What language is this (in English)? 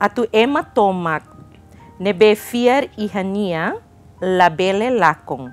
Tetum